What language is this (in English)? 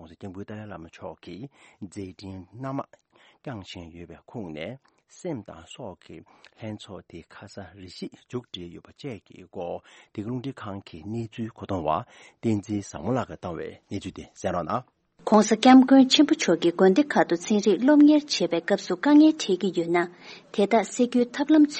Tibetan